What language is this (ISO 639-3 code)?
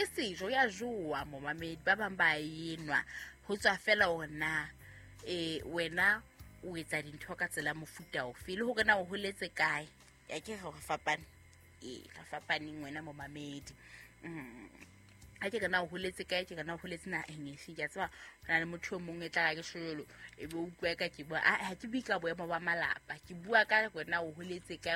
sot